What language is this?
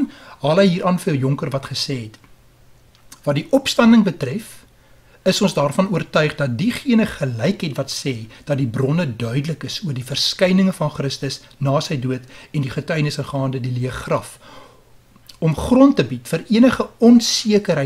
Afrikaans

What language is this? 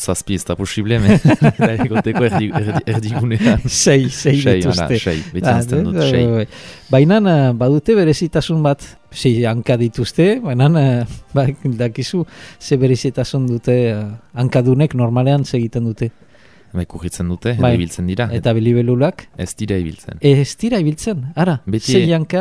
Basque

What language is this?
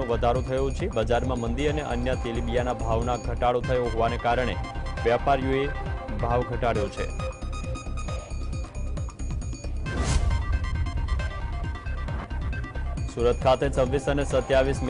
Gujarati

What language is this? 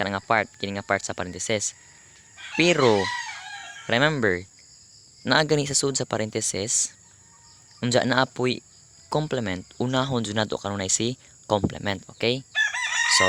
Cebuano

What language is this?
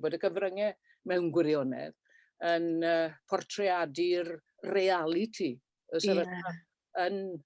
Welsh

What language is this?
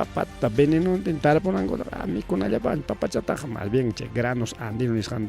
Ayacucho Quechua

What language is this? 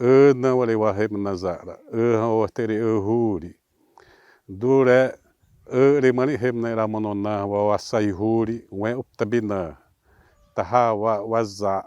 Xavánte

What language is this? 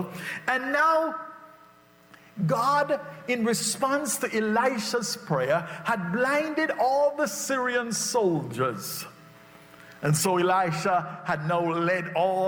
English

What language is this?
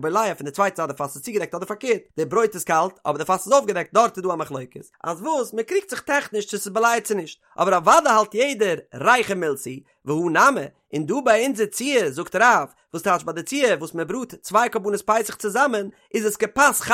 Yiddish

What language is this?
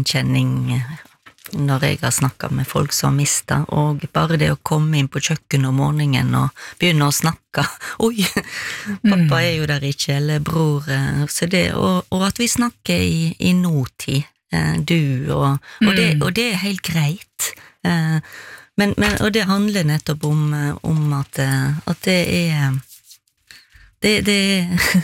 Norwegian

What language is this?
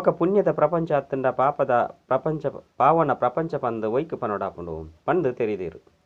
Tulu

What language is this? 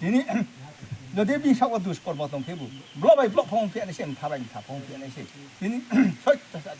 Riang (India)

